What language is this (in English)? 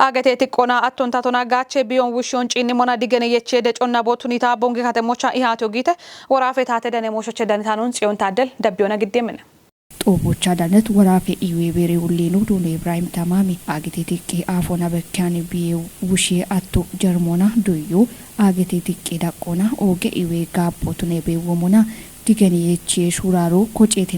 Kafa